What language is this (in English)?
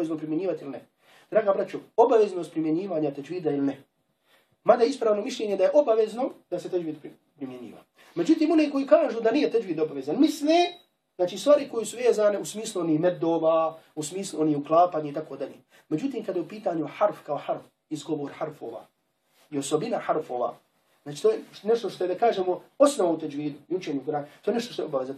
Bosnian